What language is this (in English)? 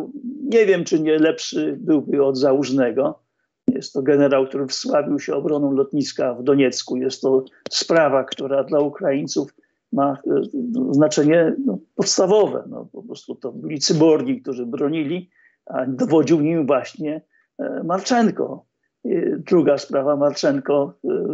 Polish